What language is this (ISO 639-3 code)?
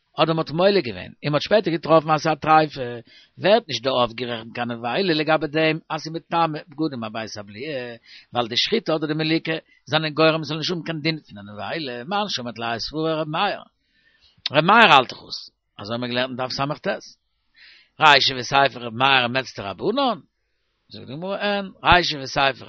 yid